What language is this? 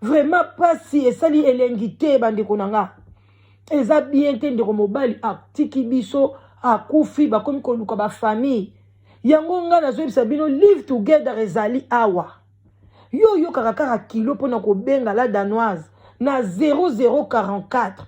Lingala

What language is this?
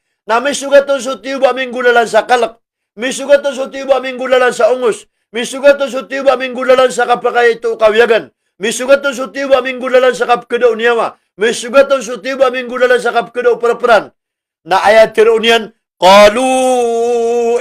Maranao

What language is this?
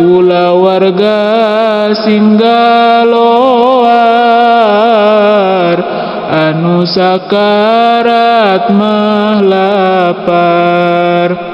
Sundanese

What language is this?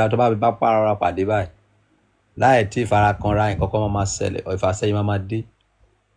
Yoruba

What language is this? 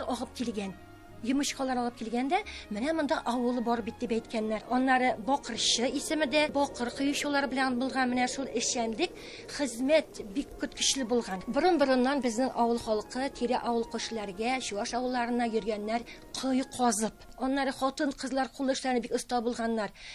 Tatar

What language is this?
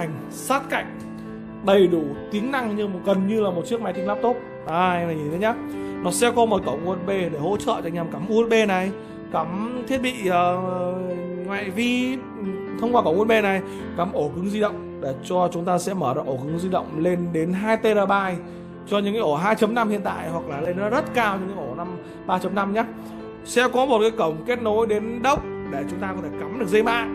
Vietnamese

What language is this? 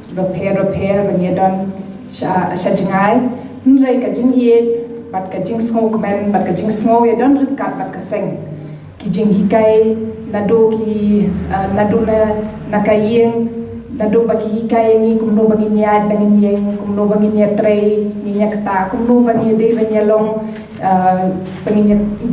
Khasi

